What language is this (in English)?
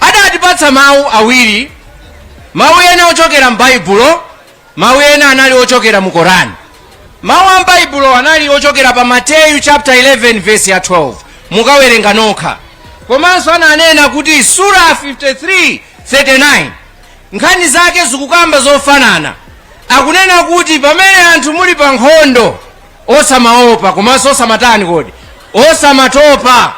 Nyanja